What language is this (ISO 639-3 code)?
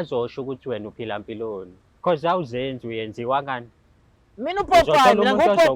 zul